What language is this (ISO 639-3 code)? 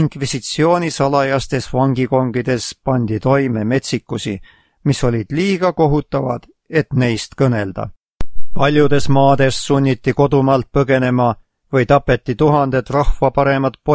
est